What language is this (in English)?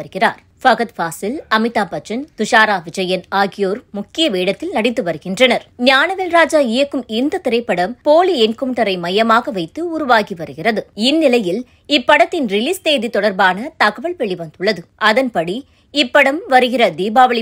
Tamil